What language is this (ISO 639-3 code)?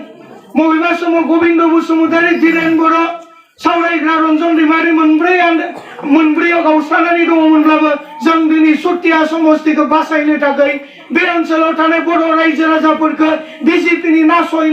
brx